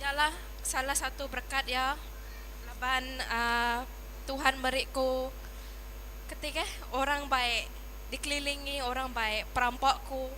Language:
Iban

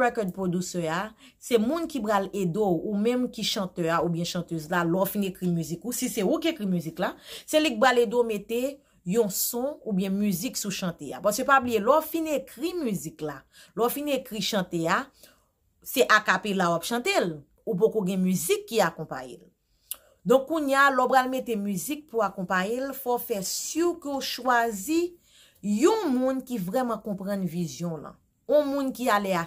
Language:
Haitian Creole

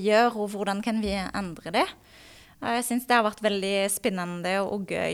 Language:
Norwegian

